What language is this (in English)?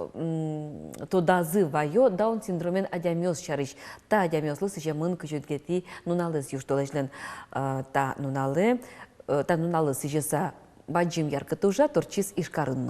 Udmurt